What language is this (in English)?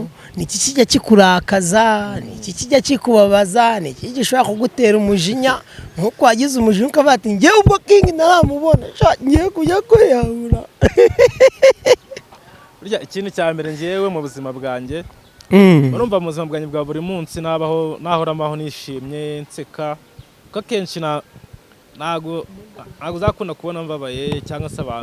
Kinyarwanda